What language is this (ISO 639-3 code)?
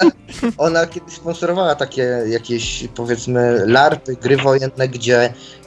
pol